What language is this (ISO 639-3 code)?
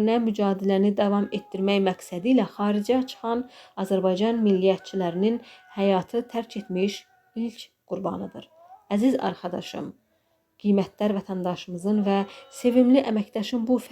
aze